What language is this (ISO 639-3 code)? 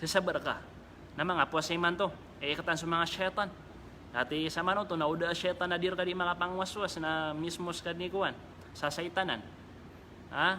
mrw